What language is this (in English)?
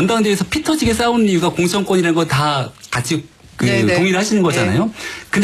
Korean